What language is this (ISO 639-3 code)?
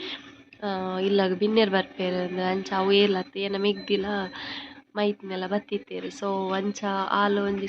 tcy